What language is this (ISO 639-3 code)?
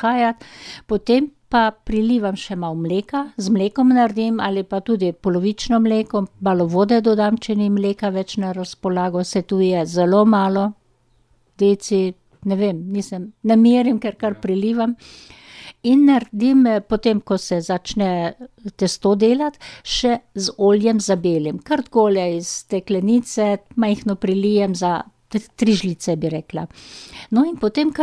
slv